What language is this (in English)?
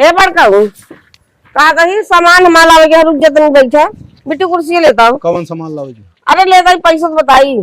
Awadhi